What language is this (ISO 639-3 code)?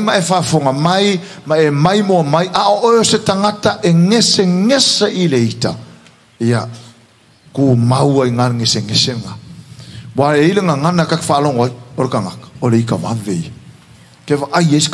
smo